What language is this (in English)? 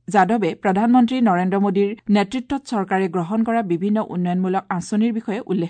Assamese